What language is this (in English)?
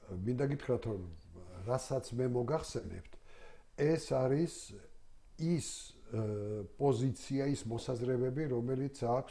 Georgian